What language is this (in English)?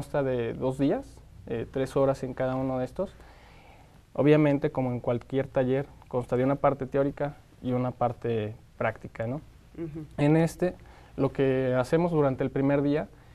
Spanish